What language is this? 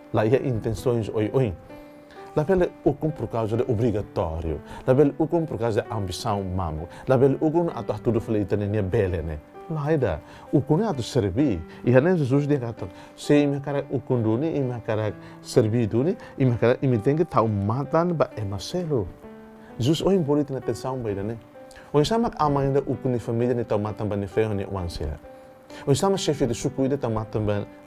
Tetum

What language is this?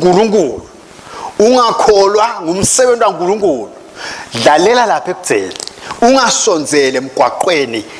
Swati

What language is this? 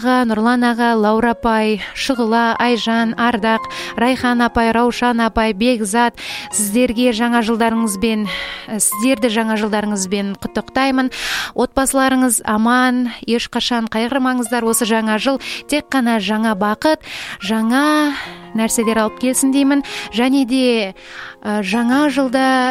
Kazakh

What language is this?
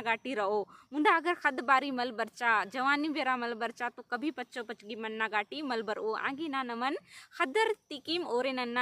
Kurukh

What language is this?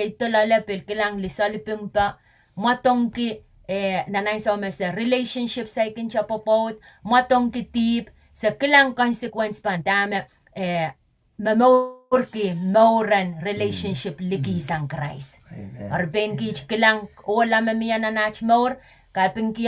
Pohnpeian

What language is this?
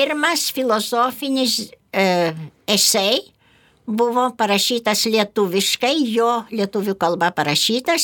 Lithuanian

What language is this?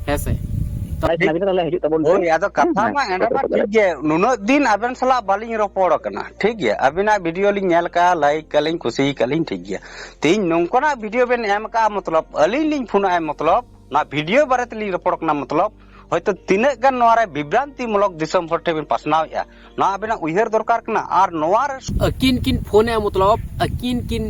Santali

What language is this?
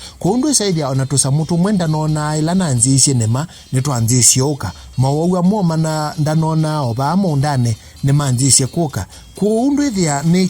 Kamba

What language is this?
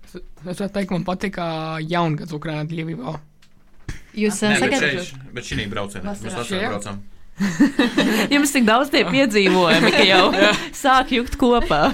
Latvian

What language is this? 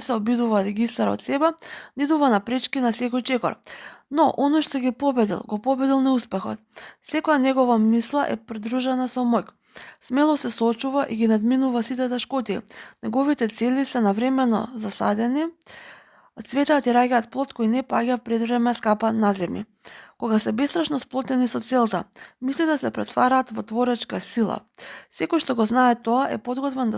Macedonian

